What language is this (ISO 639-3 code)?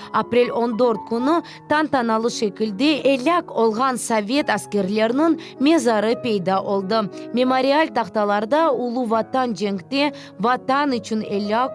crh